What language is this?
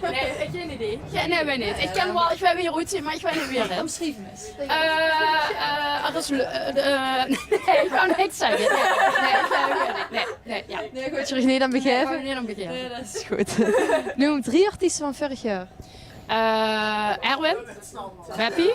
Limburgish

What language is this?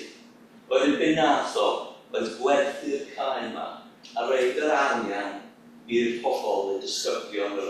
Welsh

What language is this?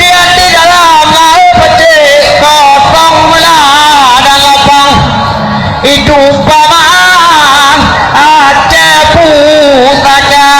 Achinese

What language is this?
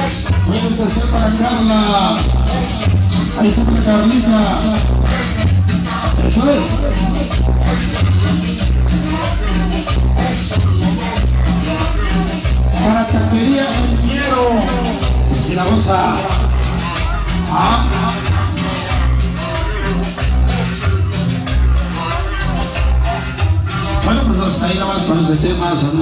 Spanish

